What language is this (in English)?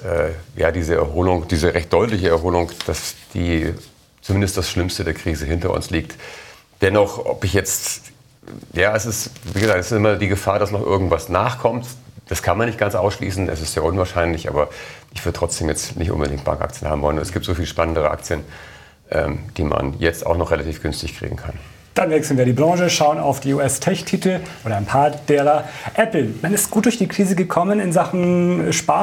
German